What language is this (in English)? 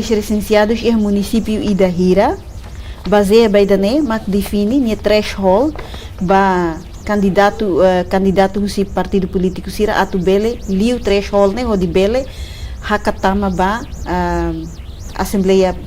Tetum